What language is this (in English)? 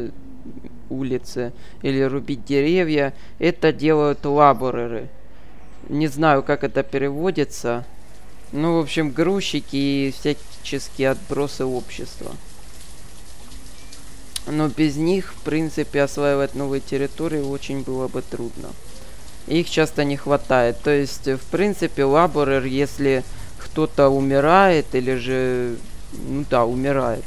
Russian